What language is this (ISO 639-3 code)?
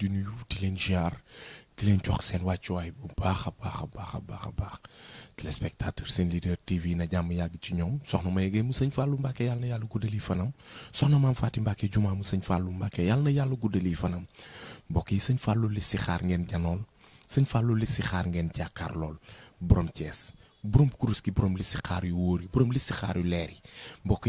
wol